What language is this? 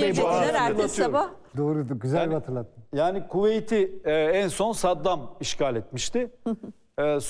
Turkish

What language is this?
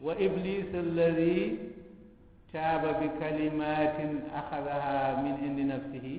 Wolof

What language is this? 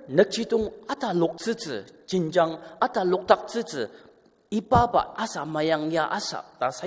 Ao Naga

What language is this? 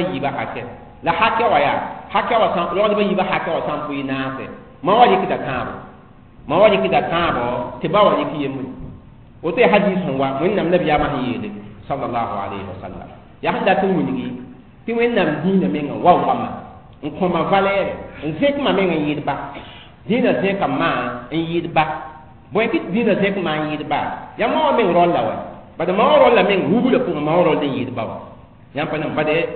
Mossi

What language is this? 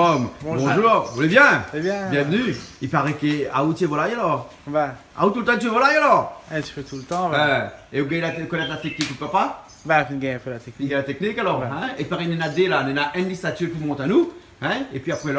Réunion Creole French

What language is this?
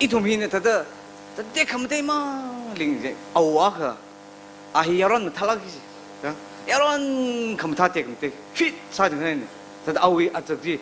Tangkhul Naga (India)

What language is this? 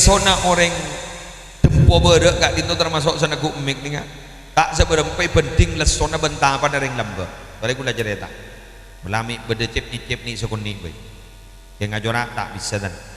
Madurese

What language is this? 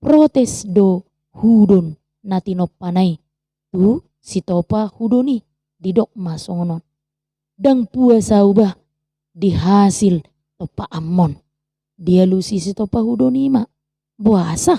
Batak Toba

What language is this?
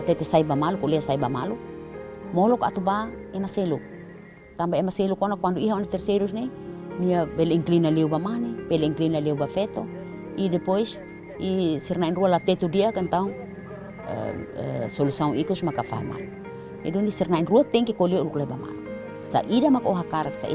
Tetum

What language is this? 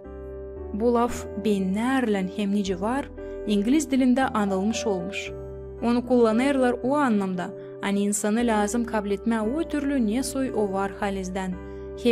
Gagauz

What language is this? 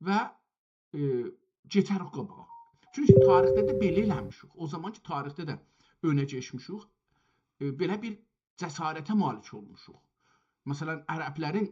South Azerbaijani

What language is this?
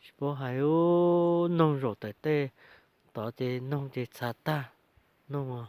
Hmong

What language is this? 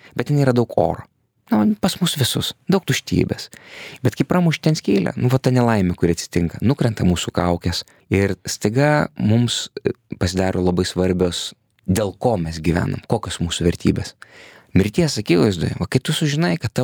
Lithuanian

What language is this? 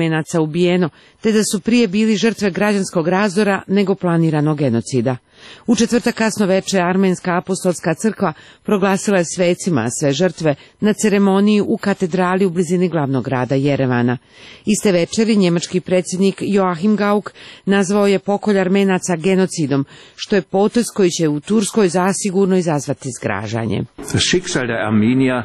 Croatian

